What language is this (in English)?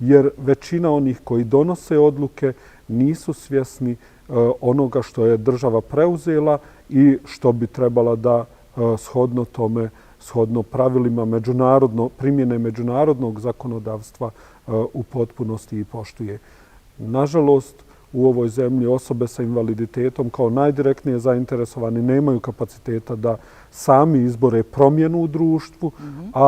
Bosnian